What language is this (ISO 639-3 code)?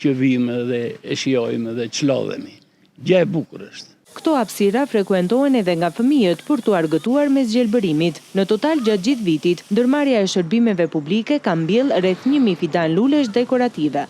sqi